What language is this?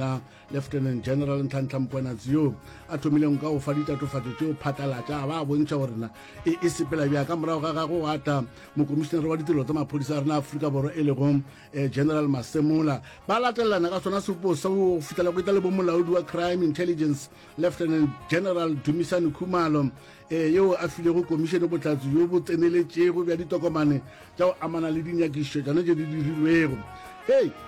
Northern Sotho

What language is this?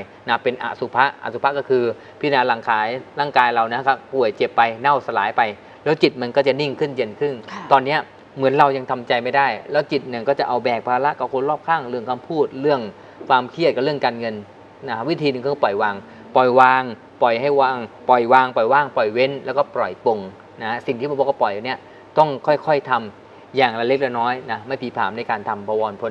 Thai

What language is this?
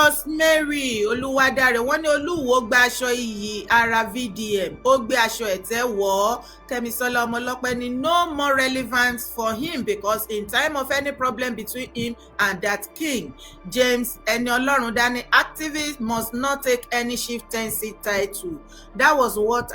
Yoruba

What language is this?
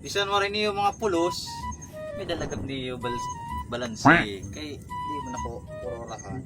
Waray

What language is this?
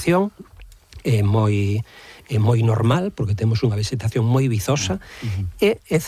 Galician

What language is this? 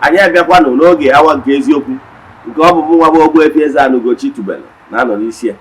Igbo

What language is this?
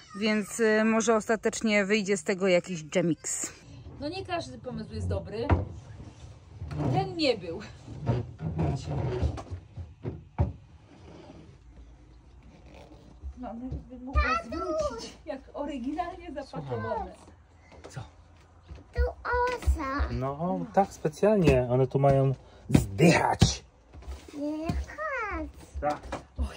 Polish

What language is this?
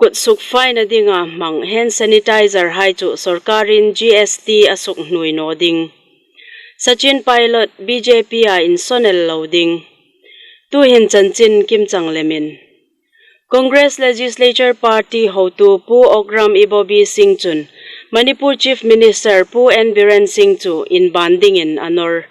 Hmar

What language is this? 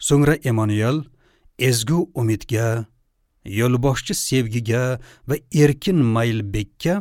Uzbek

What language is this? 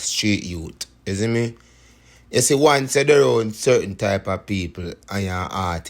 Jamaican Creole English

